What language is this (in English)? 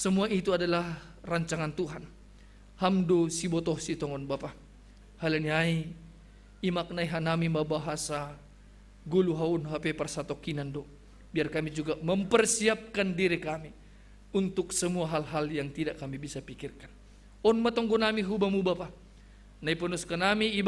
Batak Simalungun